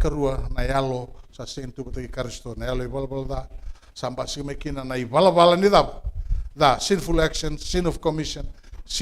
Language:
Fijian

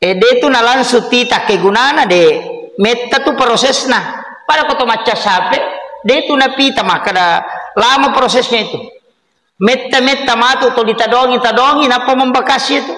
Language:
Buginese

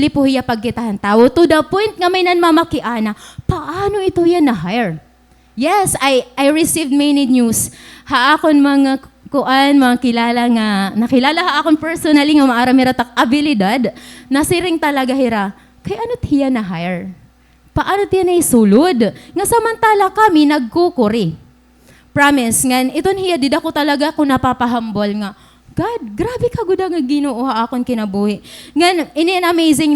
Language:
Waray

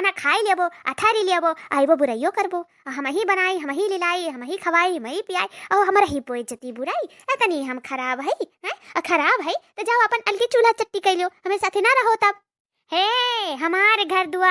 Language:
Awadhi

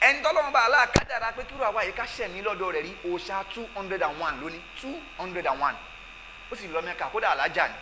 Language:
Yoruba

